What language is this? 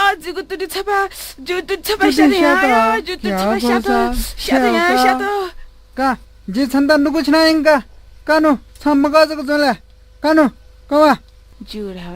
Newari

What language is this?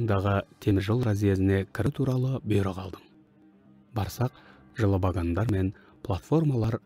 Kazakh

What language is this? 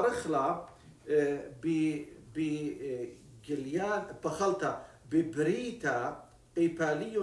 Assyrian Neo-Aramaic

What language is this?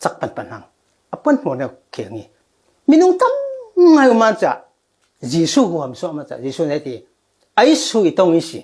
Falam Chin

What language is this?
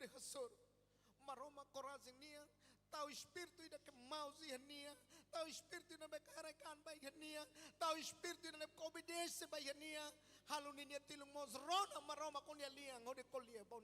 Tetum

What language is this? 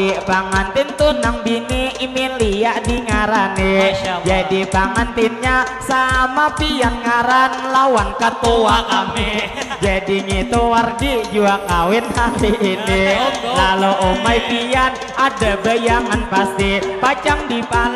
Banjar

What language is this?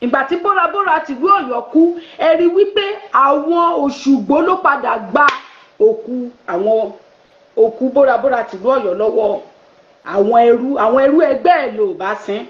Yoruba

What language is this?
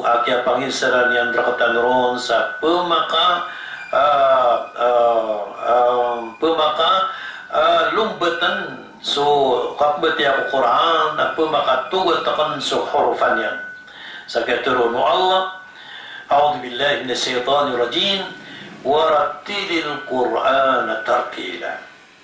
Maranao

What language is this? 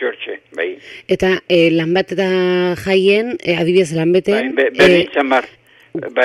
Basque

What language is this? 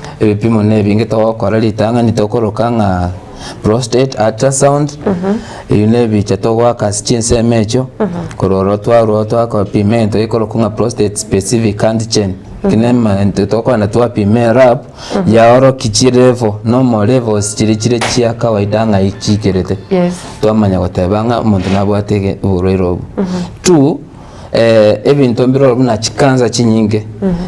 Gusii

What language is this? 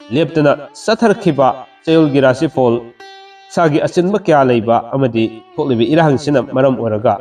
Manipuri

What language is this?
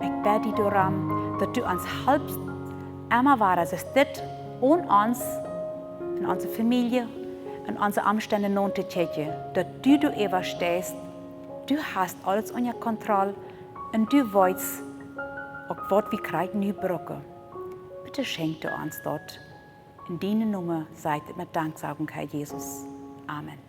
Plautdietsch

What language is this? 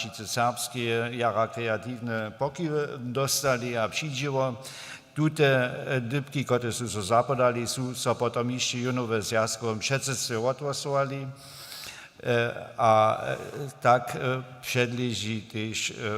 Upper Sorbian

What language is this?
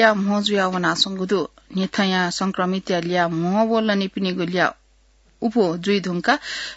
Newari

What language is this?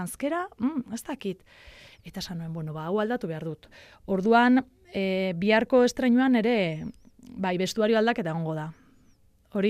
Basque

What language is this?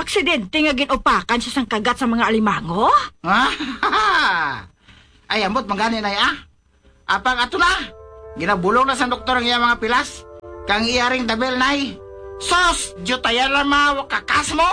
Hiligaynon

